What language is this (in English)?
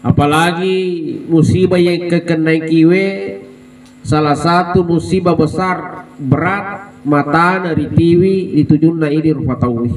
Buginese